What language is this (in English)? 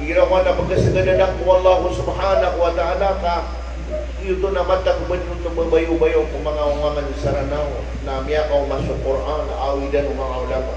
Maranao